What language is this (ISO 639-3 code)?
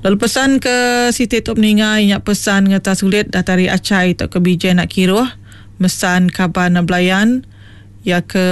iba